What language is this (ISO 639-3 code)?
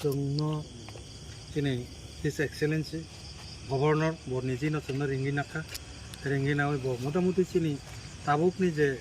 trp